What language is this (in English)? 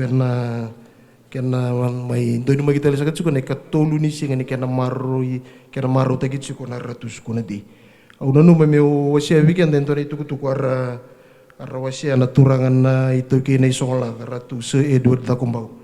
Fijian